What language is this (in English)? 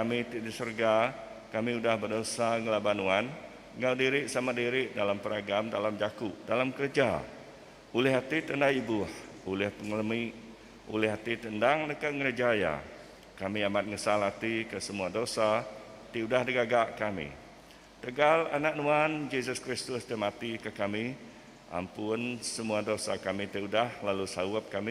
Iban